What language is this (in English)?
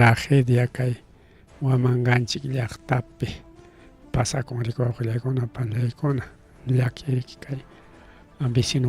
Ayacucho Quechua